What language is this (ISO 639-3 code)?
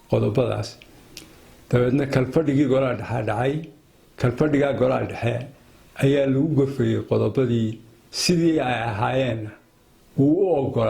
som